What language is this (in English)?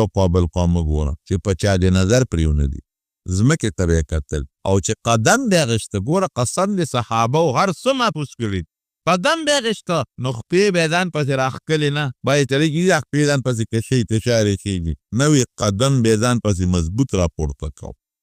Pashto